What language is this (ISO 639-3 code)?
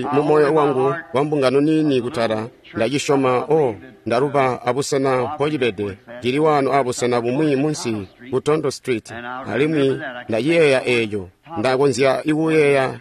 toi